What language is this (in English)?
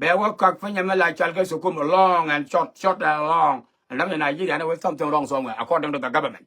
Nuer